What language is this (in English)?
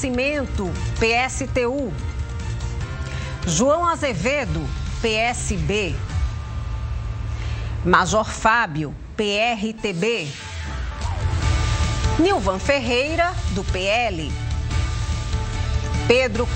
Portuguese